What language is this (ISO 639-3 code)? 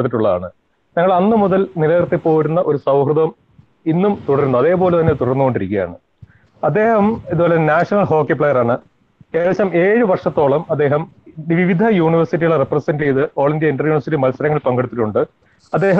mal